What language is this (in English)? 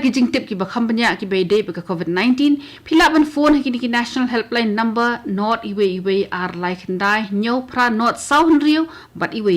Khasi